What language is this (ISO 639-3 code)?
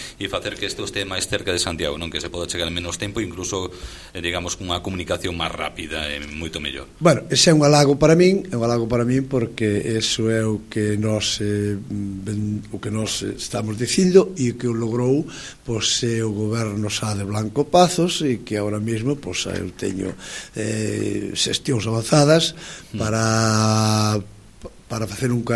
glg